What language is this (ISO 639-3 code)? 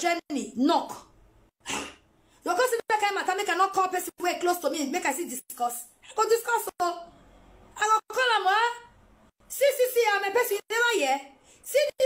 pcm